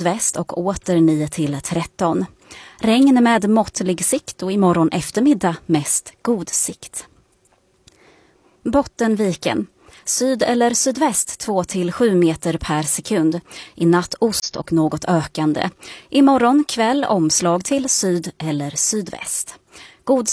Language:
Swedish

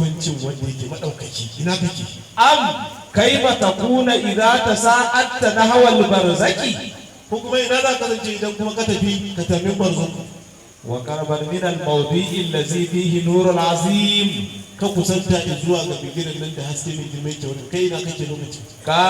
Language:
Hausa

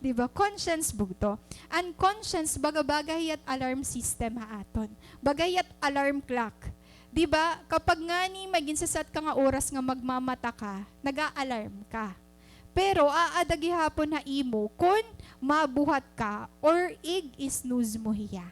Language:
Waray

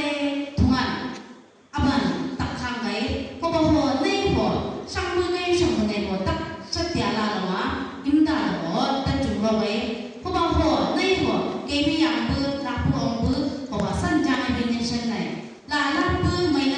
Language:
Chang Naga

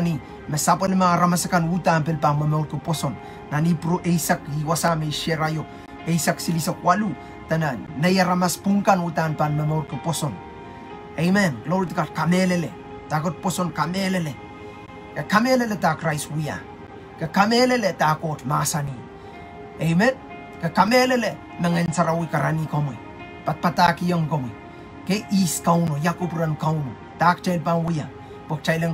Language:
Pohnpeian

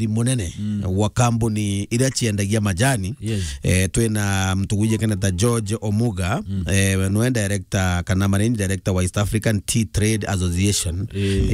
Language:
Meru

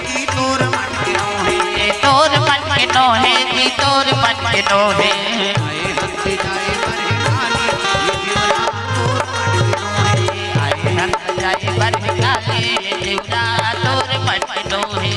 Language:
Chhattisgarhi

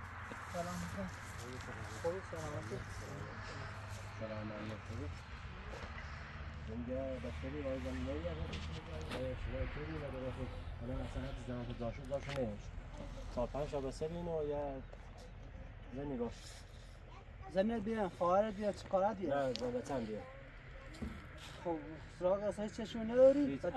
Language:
Persian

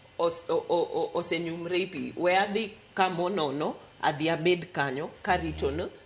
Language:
Luo (Kenya and Tanzania)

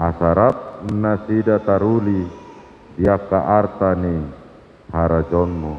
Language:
Batak Toba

